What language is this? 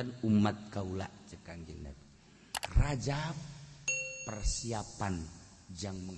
Sundanese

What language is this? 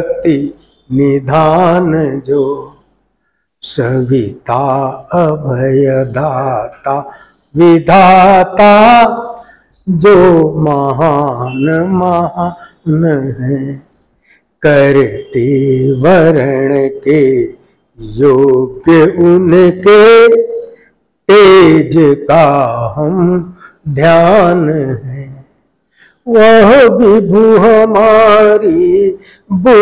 Hindi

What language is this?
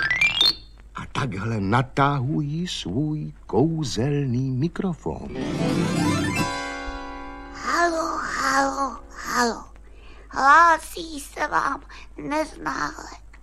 Czech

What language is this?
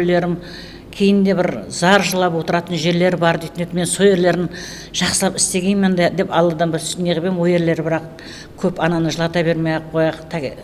Kara-Kalpak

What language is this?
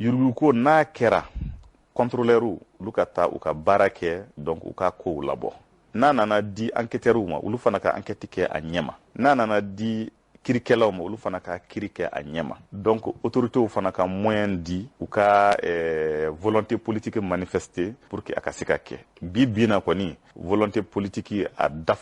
Bambara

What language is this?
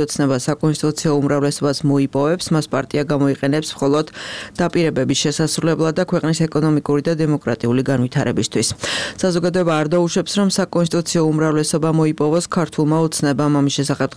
Georgian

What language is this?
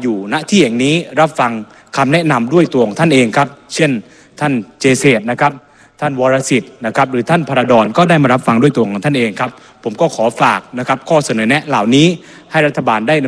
Thai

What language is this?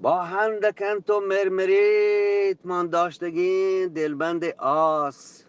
Eastern Balochi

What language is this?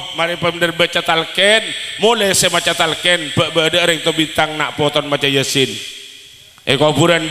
Madurese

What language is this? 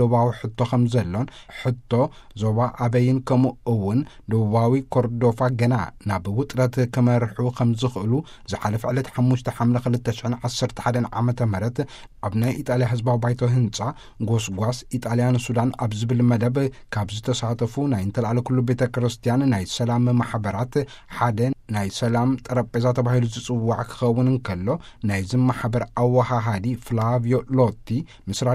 Tigrinya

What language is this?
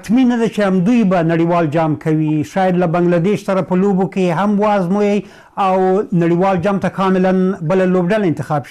Pashto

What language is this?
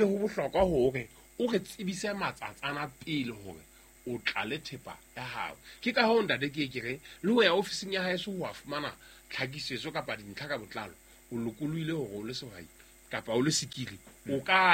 Southern Sotho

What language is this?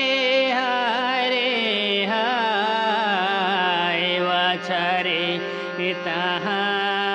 Santali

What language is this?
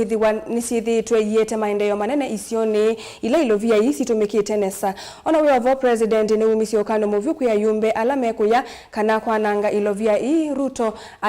Kamba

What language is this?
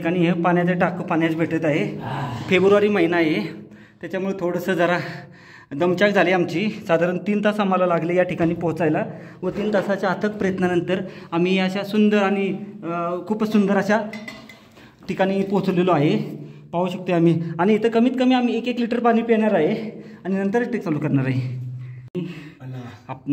Marathi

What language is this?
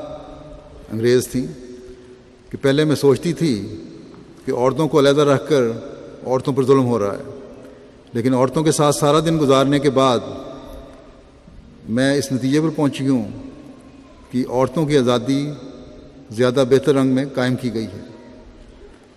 Urdu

